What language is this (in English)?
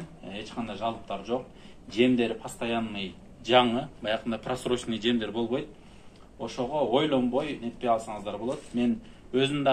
Kyrgyz